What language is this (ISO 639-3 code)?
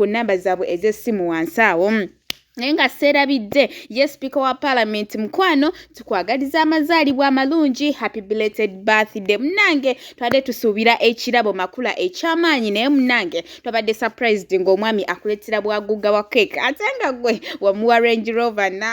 lug